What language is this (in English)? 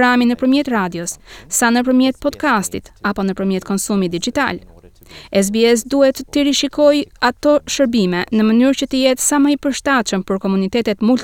Albanian